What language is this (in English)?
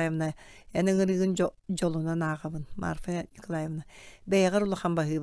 Yakut